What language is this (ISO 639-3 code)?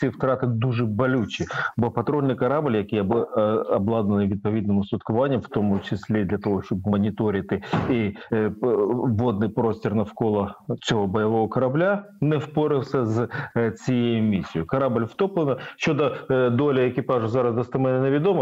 ukr